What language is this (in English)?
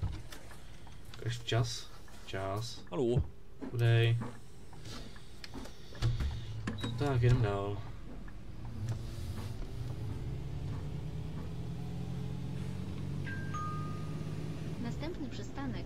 Czech